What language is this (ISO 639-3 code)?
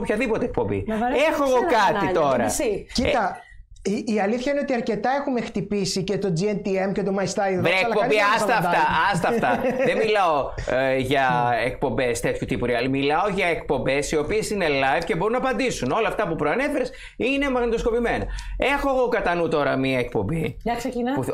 ell